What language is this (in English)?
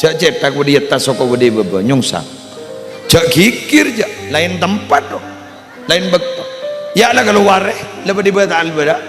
Madurese